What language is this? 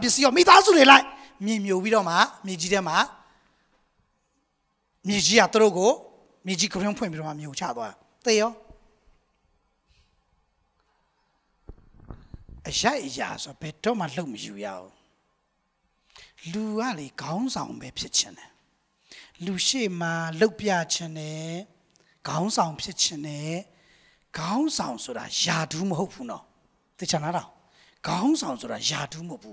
Burmese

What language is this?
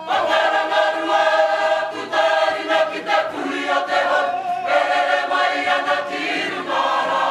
Māori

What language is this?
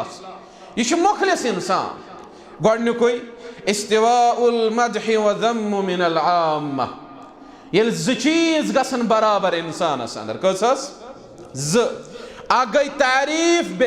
Kashmiri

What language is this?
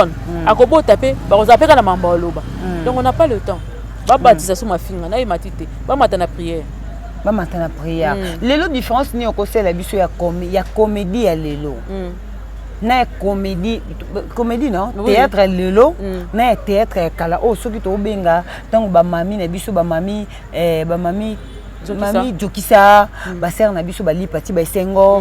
Lingala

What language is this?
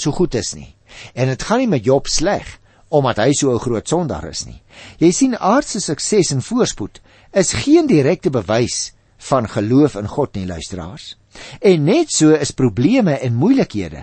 Afrikaans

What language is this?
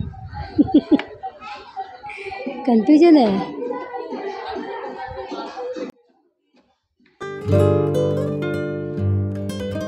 Marathi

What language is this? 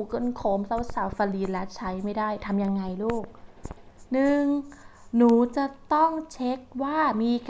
Thai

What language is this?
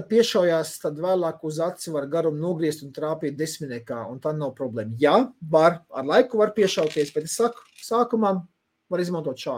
Latvian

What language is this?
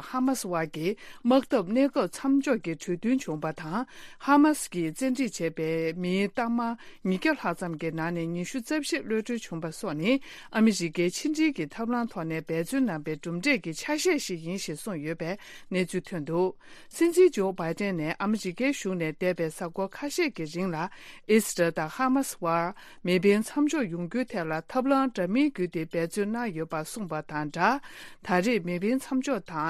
Tibetan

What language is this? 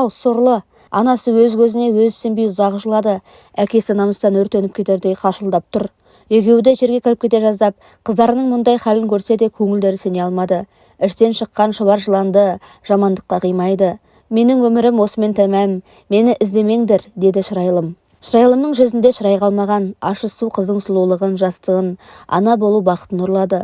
Kazakh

